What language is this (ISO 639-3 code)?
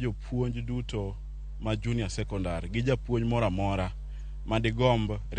luo